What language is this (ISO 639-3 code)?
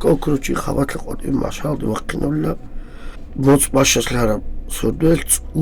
ava